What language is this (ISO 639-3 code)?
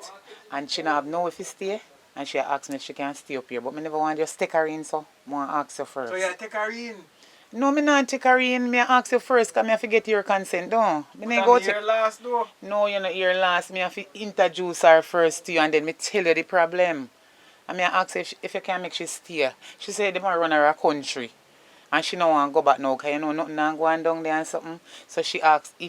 jam